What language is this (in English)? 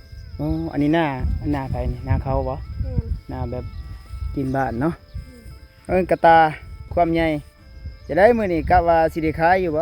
Lao